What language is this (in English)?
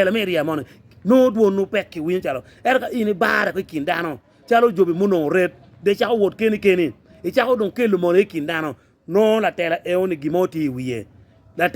Acoli